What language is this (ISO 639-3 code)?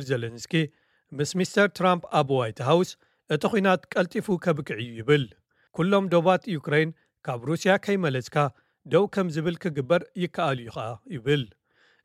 tir